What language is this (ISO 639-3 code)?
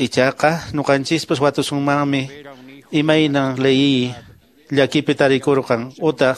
que